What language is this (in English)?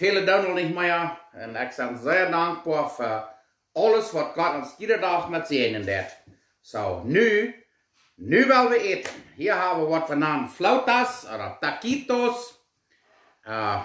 Plautdietsch